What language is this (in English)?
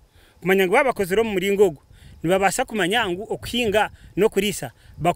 Nyankole